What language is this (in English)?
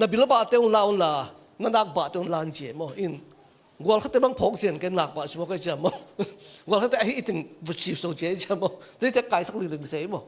Tedim Chin